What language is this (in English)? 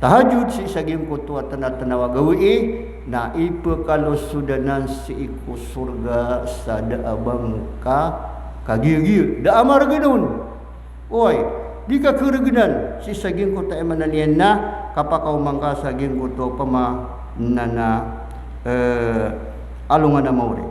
Maranao